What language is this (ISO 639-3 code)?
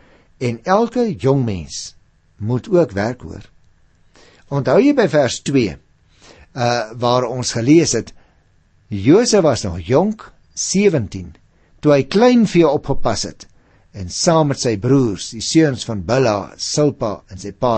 afr